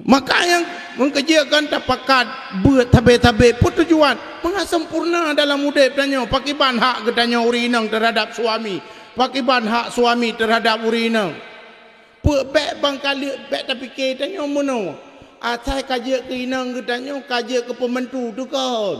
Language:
Achinese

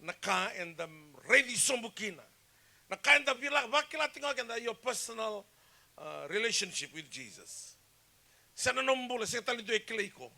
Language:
Fijian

